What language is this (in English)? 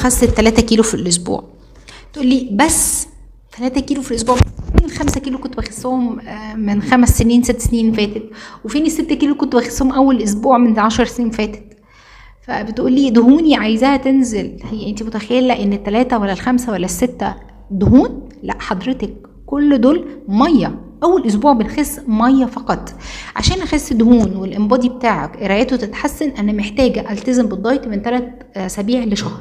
Egyptian Arabic